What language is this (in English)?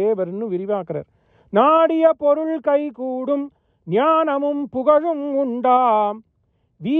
Tamil